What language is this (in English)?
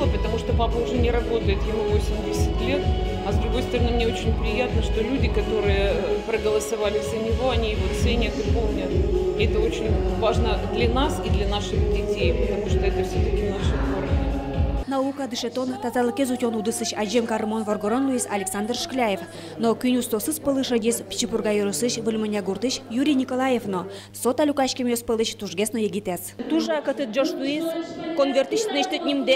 Udmurt